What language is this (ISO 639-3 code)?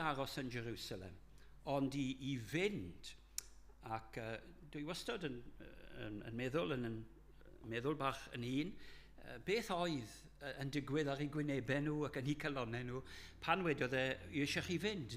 cym